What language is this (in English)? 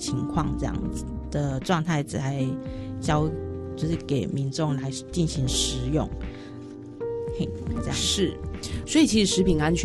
Chinese